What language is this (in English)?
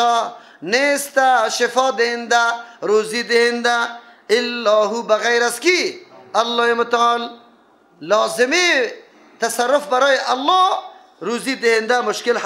Persian